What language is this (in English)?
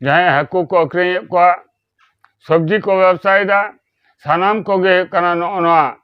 Santali